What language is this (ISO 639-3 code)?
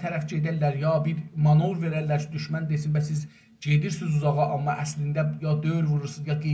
azb